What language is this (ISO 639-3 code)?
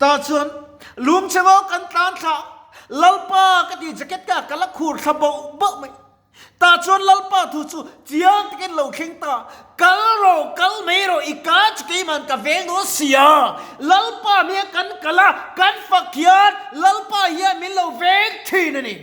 lus